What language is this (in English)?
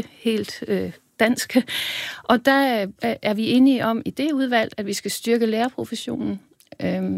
Danish